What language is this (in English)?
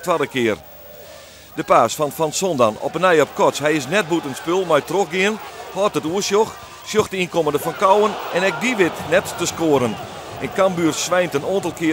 Western Frisian